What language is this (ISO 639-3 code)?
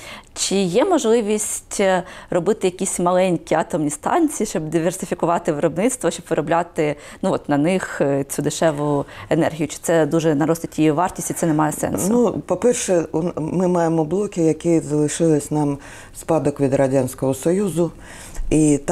ukr